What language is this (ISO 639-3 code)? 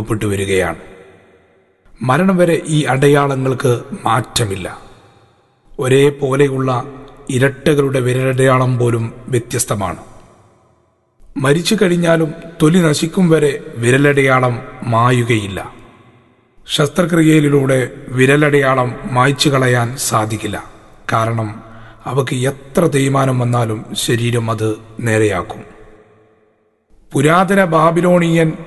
mal